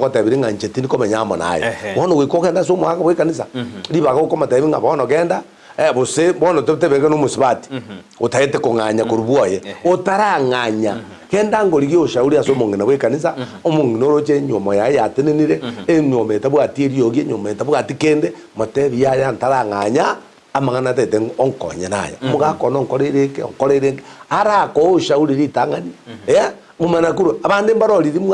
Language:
Gusii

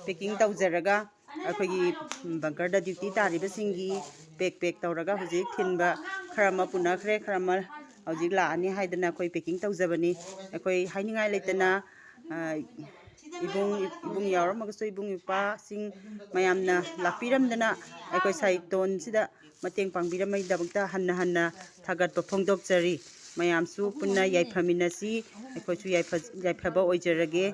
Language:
Manipuri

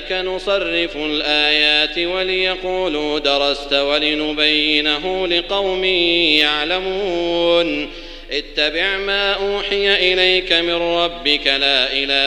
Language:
Arabic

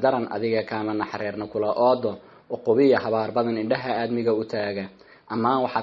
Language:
Somali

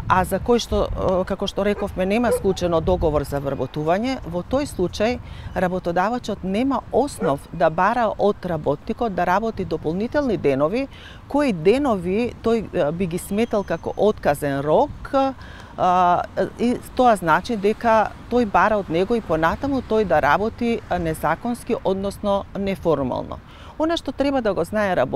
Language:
Macedonian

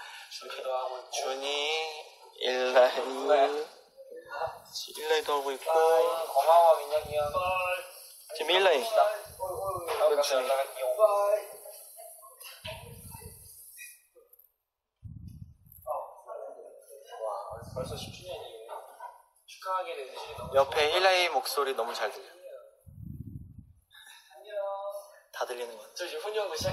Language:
Korean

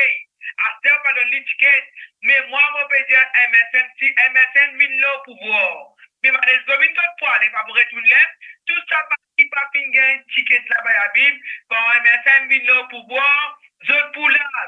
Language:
Morisyen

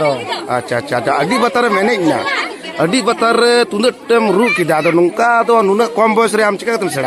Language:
Santali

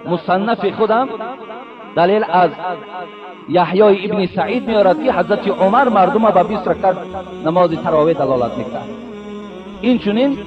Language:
Tajik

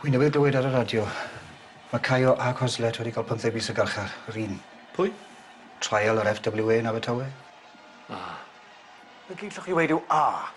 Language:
Welsh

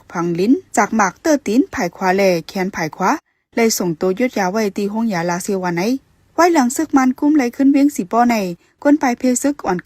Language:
Shan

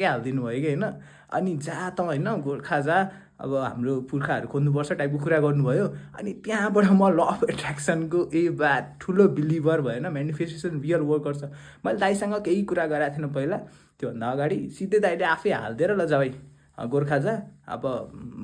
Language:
Nepali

